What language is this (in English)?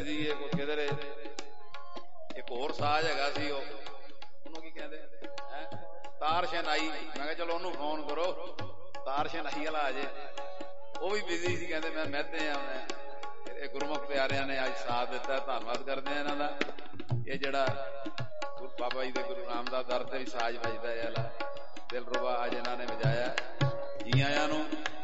Punjabi